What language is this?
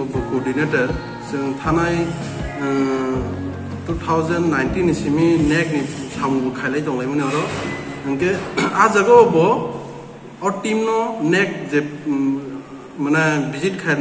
Kok Borok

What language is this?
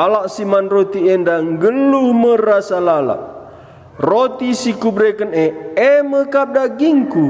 Batak Karo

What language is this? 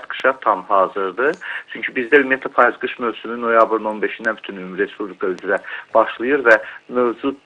Azerbaijani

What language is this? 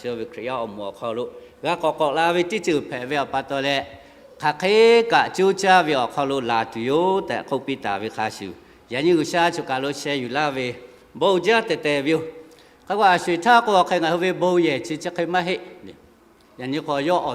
Lahu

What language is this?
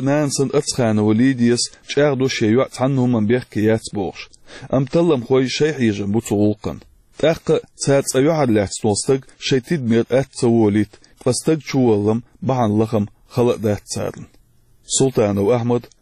Chechen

